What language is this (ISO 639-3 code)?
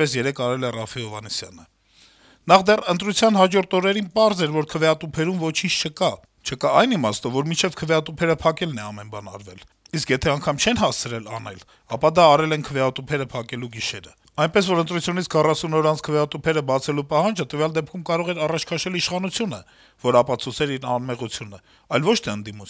hye